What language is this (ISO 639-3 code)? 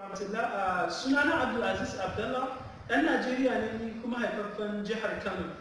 hau